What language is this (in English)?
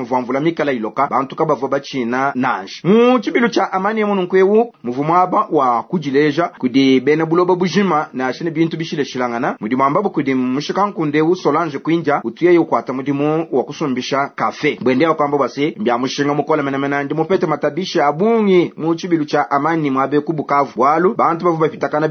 Luba-Lulua